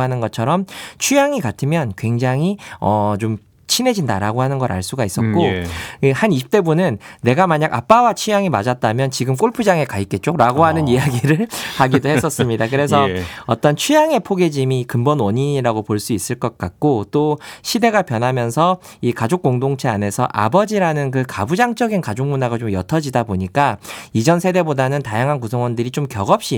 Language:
Korean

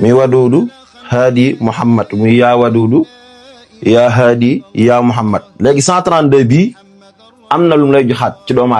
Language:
Wolof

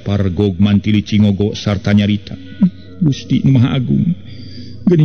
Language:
Sundanese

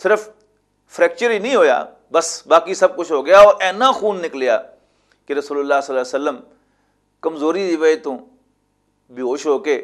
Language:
Western Panjabi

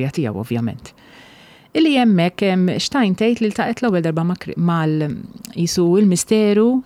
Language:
Maltese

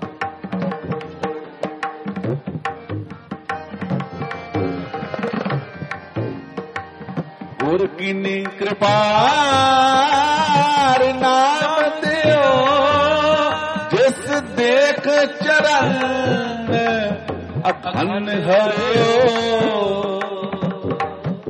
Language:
Punjabi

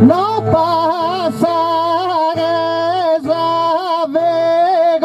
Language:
Sardinian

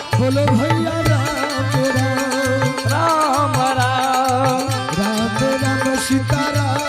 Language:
Angika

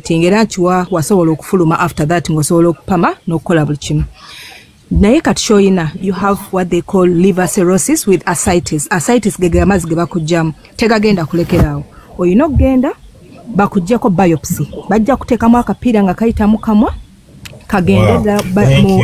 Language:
Ganda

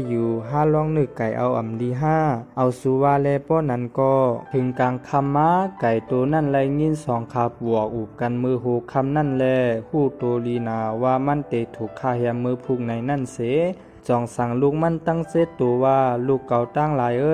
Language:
Shan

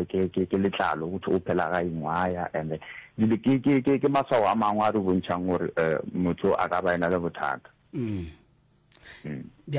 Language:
Northern Sotho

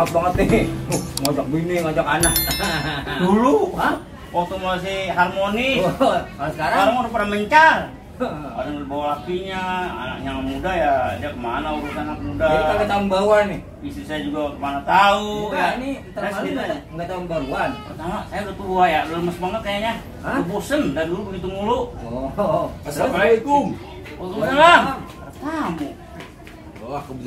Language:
Betawi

